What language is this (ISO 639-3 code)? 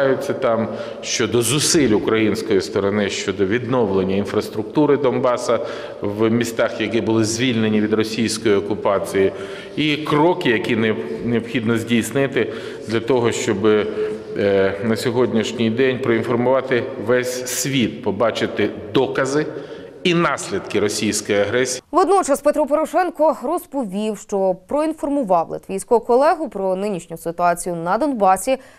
ukr